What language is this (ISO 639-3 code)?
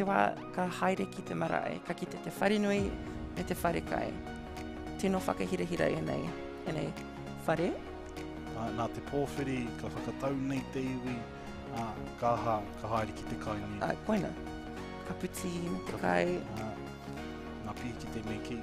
mri